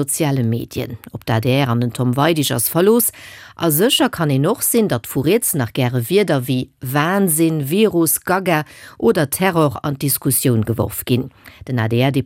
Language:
Luxembourgish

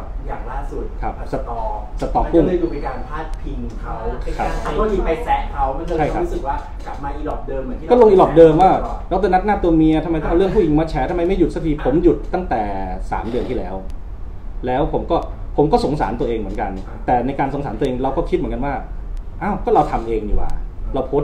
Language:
Thai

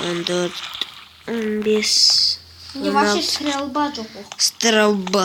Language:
Kazakh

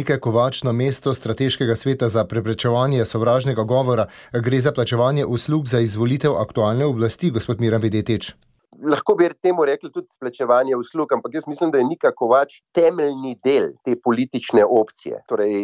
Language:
Slovenian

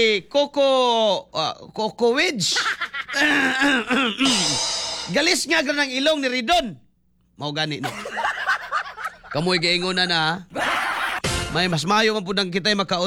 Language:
Cebuano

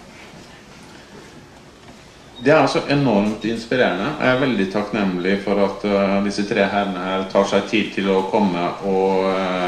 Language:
Norwegian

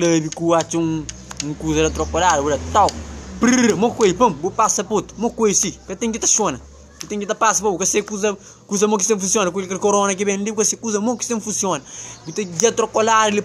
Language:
Kabuverdianu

